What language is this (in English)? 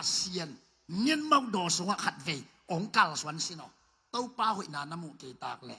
Tedim Chin